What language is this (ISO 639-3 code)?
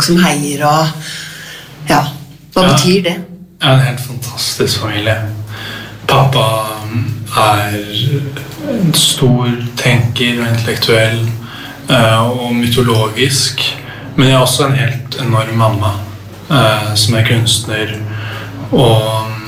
nor